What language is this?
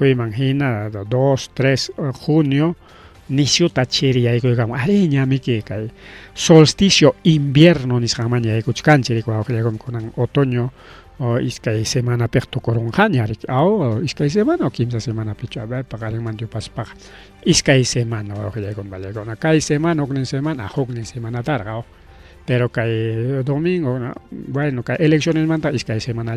Ayacucho Quechua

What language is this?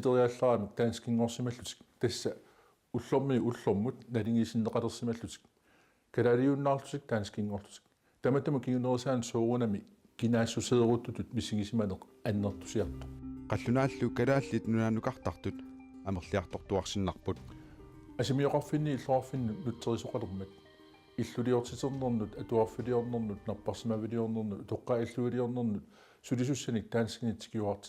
Kalaallisut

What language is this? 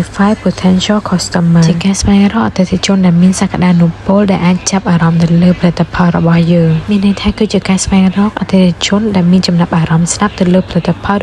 Khmer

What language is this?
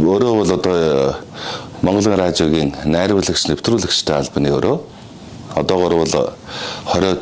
Mongolian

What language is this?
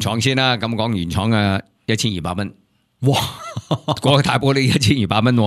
Cantonese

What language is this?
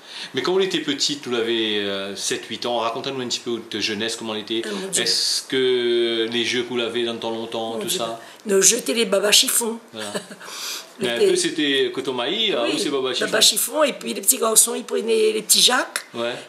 Réunion Creole French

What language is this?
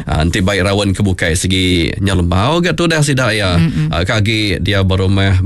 Iban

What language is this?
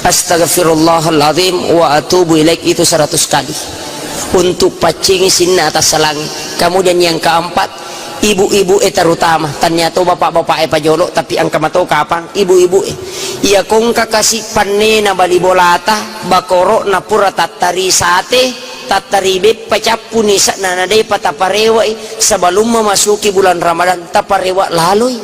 Buginese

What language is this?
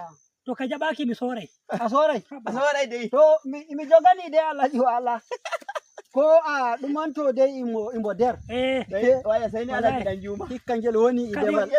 Nigerian Fulfulde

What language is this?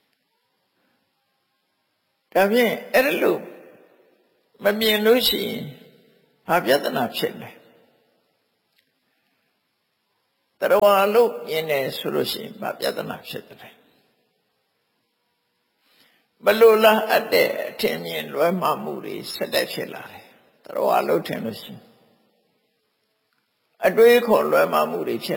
Burmese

